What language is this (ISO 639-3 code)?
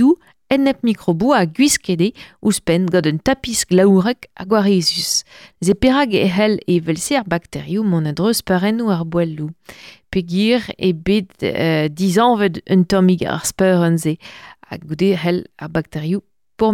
bre